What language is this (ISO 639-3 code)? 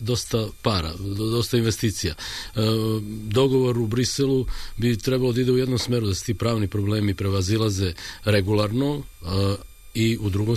srp